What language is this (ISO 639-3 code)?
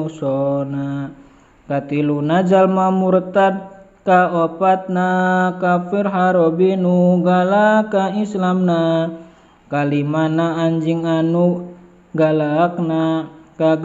sun